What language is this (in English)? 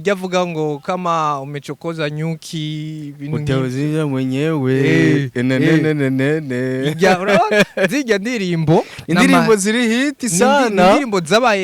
Rundi